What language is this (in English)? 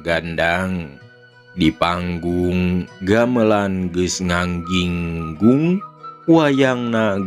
Sundanese